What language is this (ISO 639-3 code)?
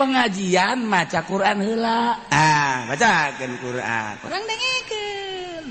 sun